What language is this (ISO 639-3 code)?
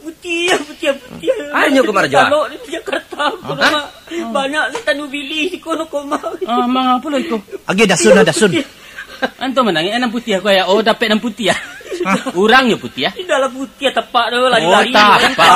min